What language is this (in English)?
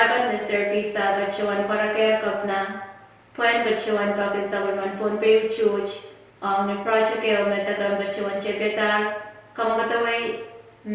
Pohnpeian